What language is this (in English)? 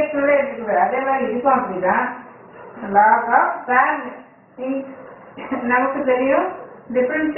Tamil